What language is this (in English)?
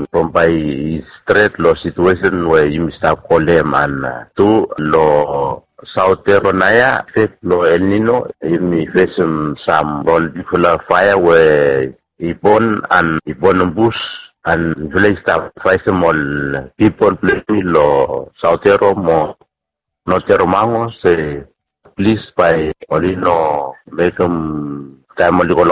Bislama